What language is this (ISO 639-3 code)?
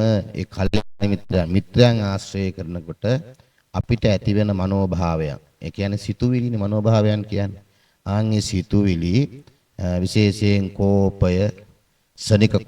sin